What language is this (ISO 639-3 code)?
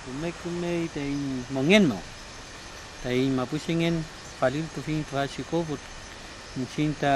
arn